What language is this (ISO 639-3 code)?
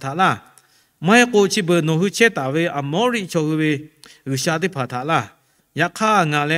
lhu